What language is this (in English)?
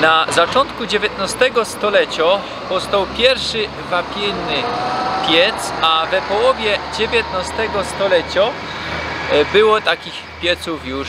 Silesian